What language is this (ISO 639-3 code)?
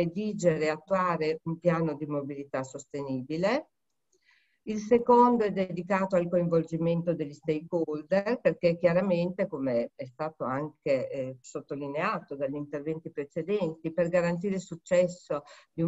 ita